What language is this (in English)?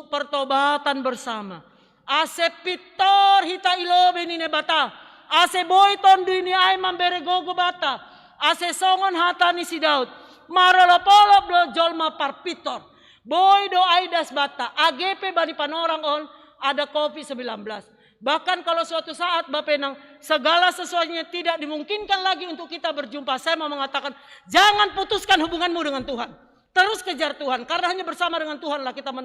Batak Simalungun